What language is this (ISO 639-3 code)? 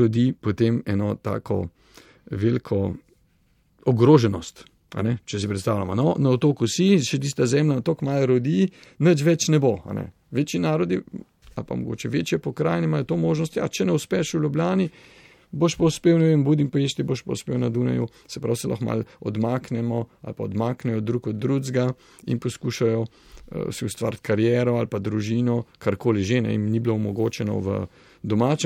slv